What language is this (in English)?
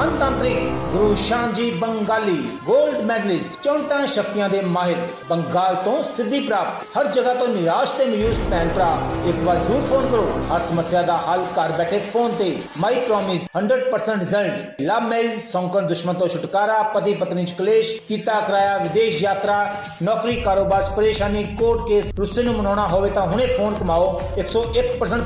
Punjabi